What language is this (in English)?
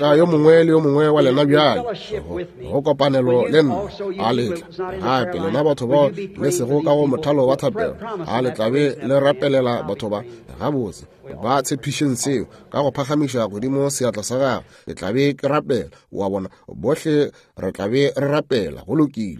Northern Sotho